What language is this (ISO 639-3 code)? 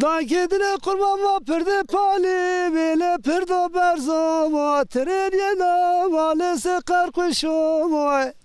zza